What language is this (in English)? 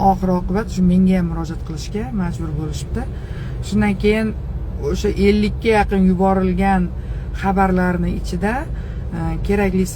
Uzbek